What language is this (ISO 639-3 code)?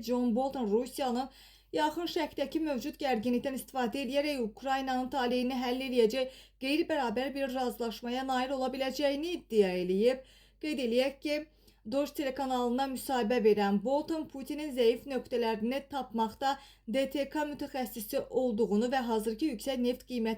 aze